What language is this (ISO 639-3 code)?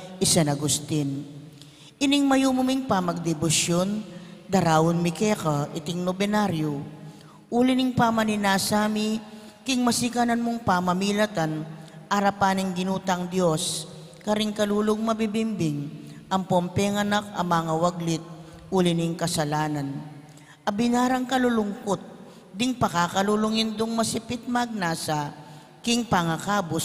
pam